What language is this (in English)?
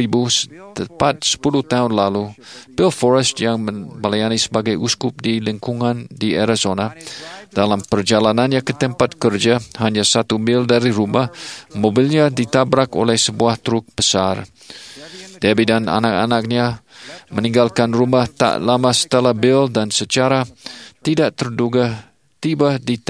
Indonesian